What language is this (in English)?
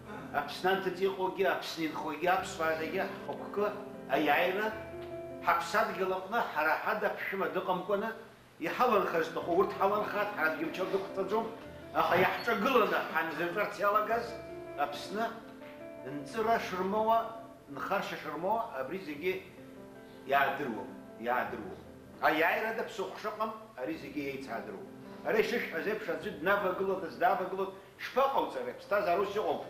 Abkhazian